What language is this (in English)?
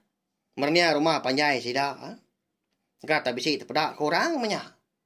Iban